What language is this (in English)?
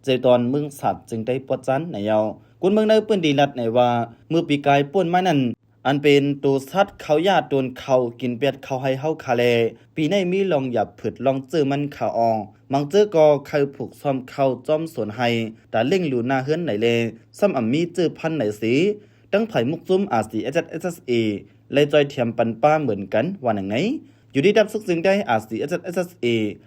Shan